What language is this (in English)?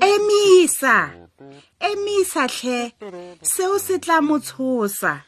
Tswana